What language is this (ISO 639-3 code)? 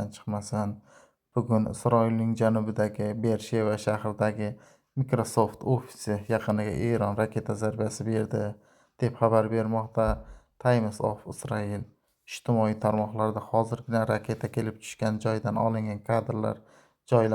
uzb